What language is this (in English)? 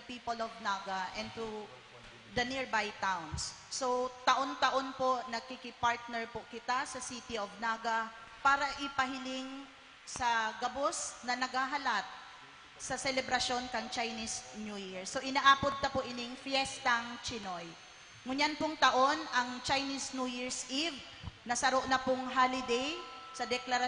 Bikol